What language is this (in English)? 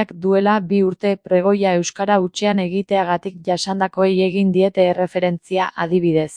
Basque